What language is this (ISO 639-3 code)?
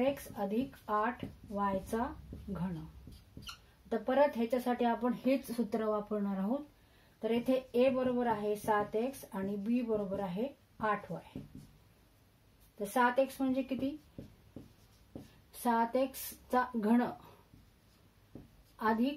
mar